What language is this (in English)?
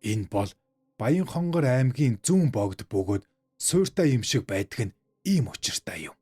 Mongolian